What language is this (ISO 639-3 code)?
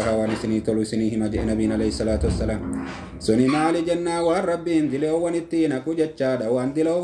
orm